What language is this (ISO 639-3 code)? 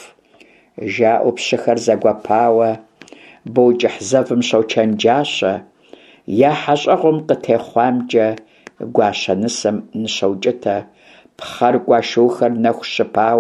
kbd